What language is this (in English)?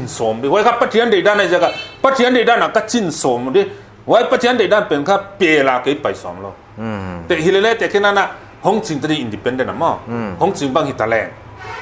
Paite Chin